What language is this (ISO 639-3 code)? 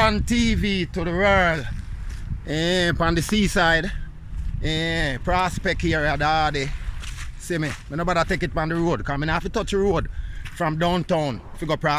jam